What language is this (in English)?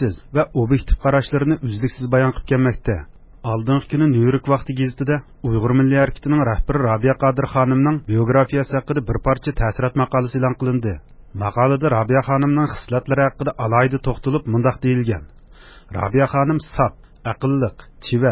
Uyghur